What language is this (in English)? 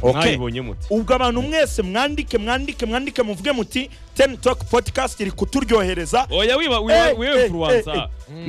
Kinyarwanda